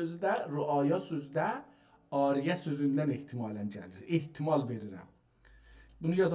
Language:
South Azerbaijani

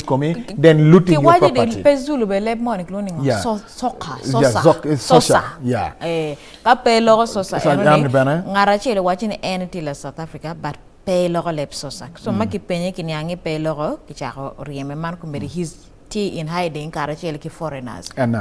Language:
Acoli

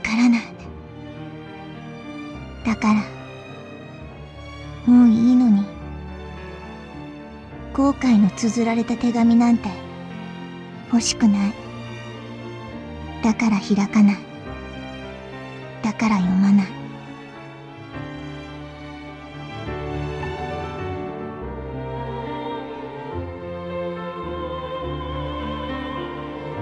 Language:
Japanese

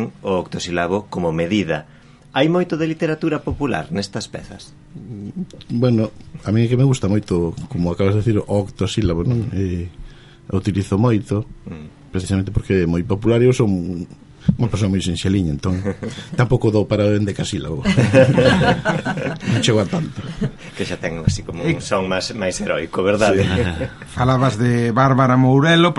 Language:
Galician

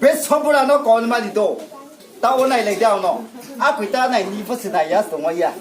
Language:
Riang (India)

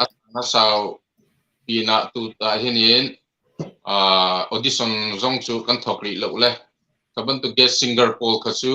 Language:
Hakha Chin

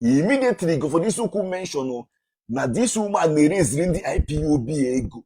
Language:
Igbo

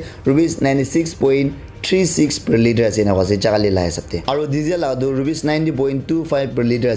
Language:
Naga Pidgin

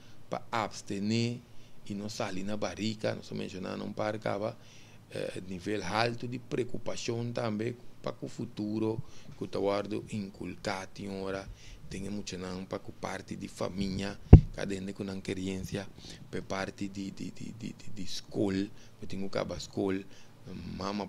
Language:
Papiamento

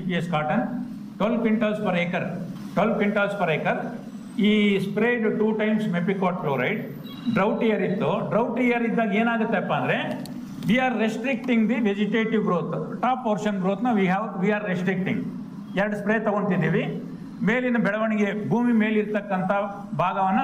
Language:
Kannada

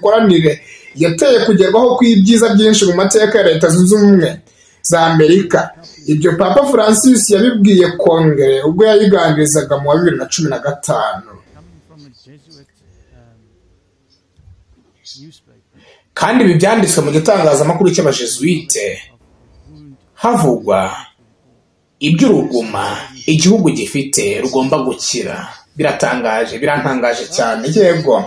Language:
Kinyarwanda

